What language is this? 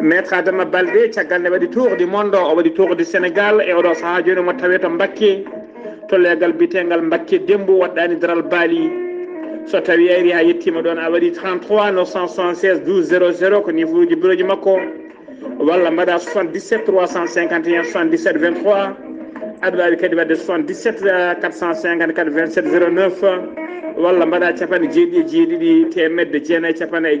Fula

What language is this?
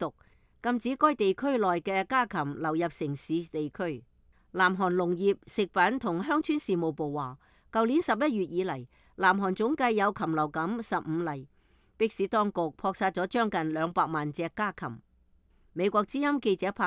Cantonese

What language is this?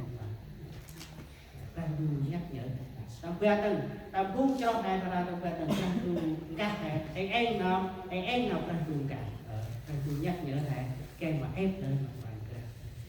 Central Mnong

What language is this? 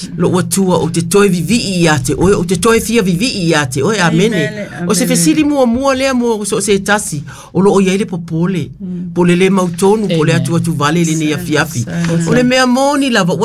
Samoan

